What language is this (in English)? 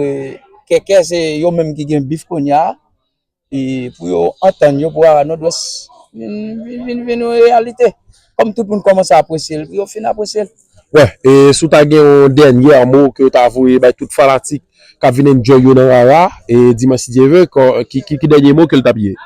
Haitian Creole